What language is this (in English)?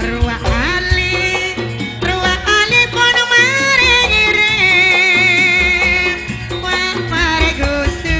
Madurese